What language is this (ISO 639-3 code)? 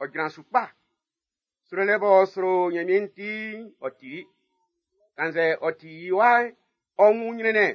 bci